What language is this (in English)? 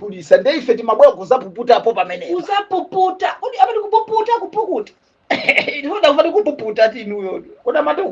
Nyanja